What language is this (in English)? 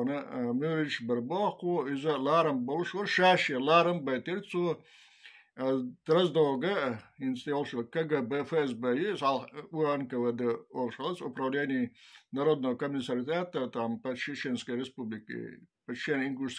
Chechen